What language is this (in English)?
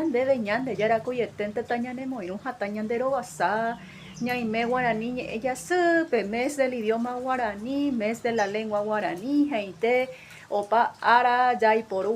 Guarani